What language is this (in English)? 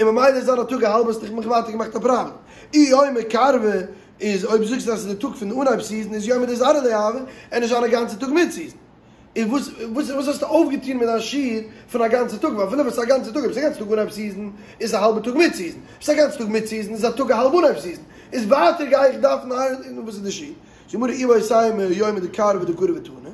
Yiddish